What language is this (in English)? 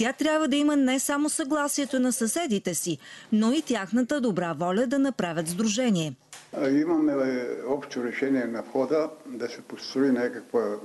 Bulgarian